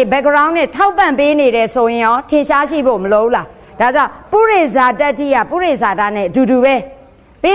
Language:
Burmese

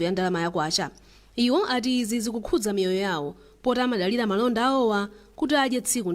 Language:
Nyanja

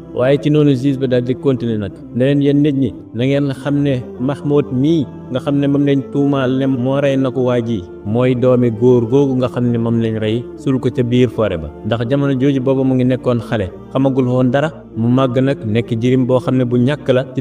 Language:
Wolof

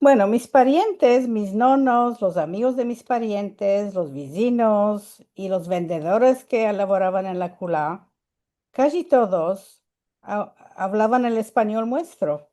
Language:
Ladino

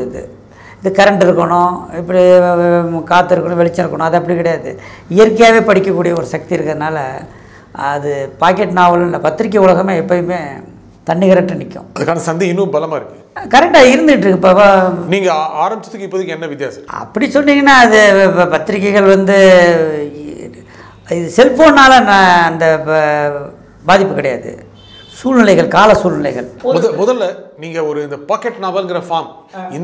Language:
Tamil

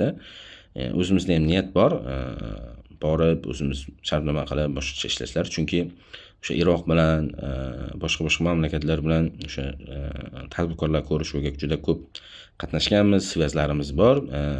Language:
Uzbek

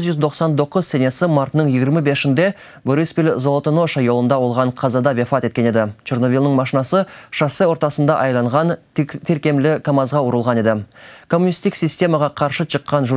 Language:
Crimean Tatar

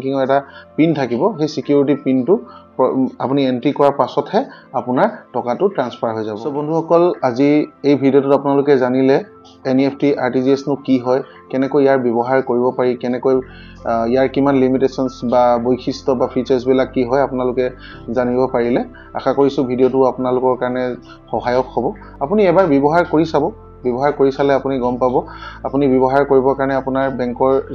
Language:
Assamese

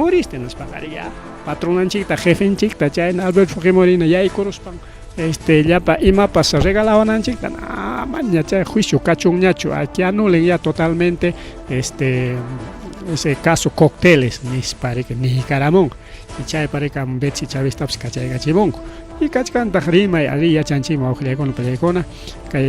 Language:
Ayacucho Quechua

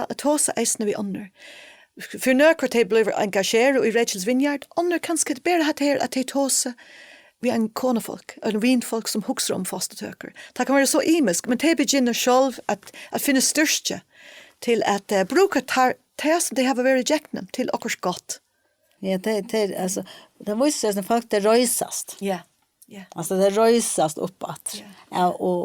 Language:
Faroese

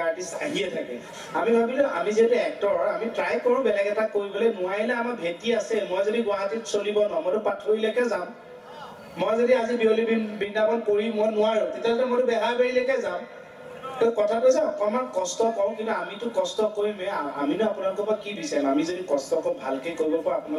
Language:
Assamese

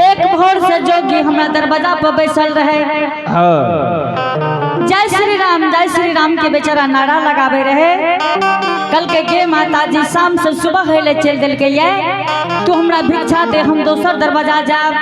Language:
Angika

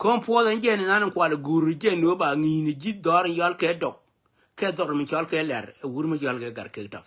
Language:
Nuer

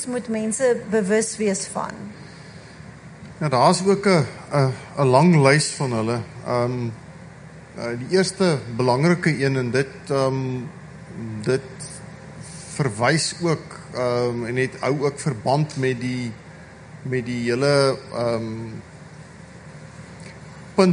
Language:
Afrikaans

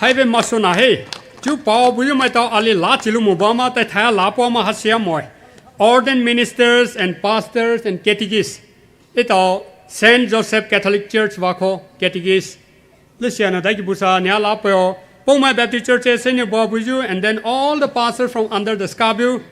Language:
Poumei Naga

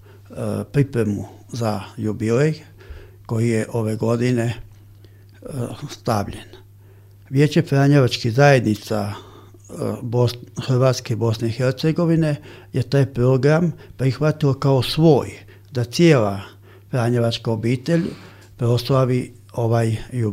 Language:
Croatian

